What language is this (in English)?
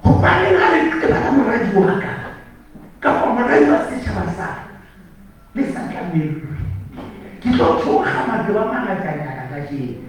Southern Sotho